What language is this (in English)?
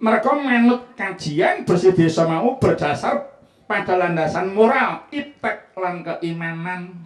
Javanese